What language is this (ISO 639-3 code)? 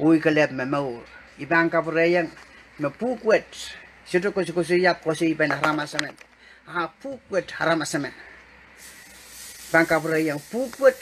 pon